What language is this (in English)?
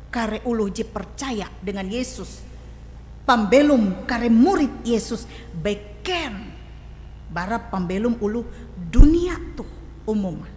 Ngaju